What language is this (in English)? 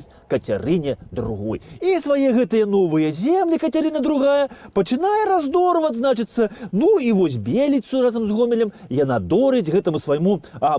Belarusian